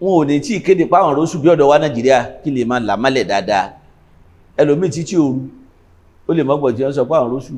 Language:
Yoruba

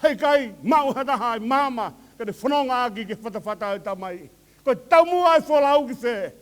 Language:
Tongan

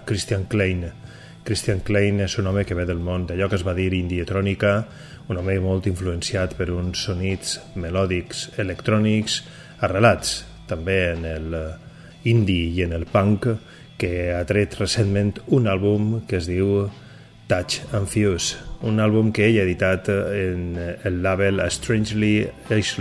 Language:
Catalan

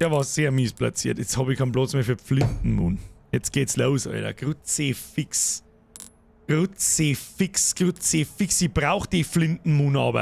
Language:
Bavarian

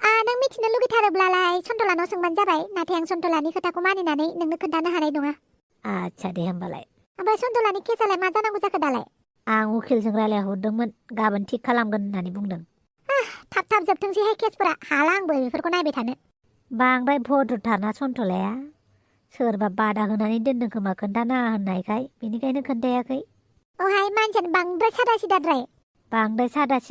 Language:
Bodo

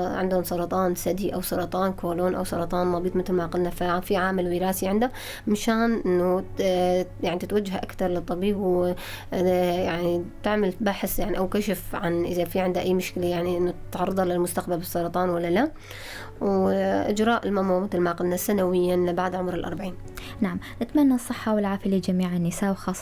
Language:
North Levantine Arabic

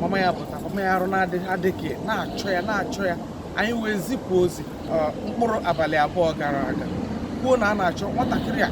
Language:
Igbo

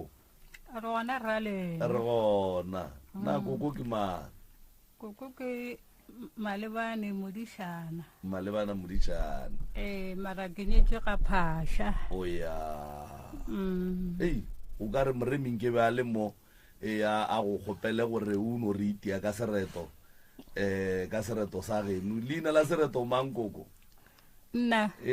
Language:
Northern Sotho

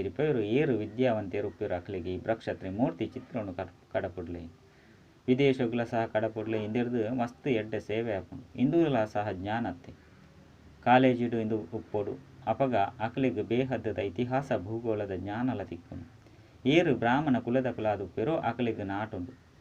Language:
Tulu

